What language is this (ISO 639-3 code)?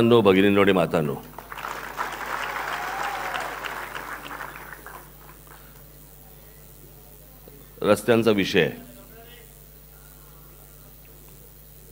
mar